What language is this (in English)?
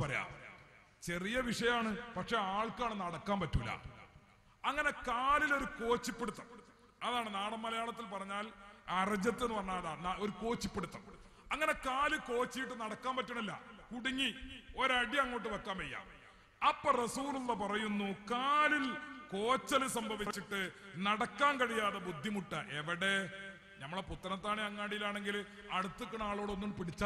Malayalam